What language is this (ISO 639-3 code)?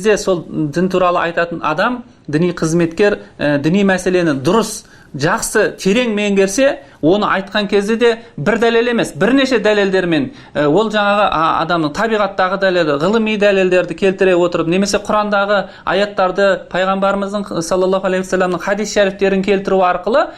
kaz